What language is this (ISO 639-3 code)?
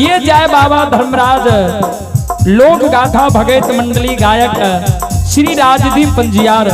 mai